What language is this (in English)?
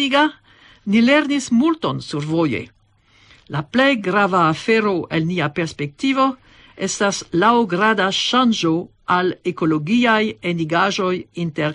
Esperanto